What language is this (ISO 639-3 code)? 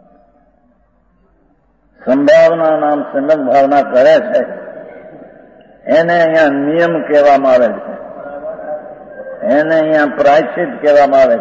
guj